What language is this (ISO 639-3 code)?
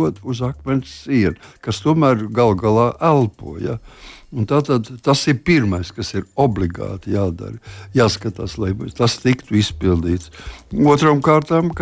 lav